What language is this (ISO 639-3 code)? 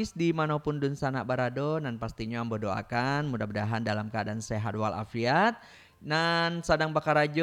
min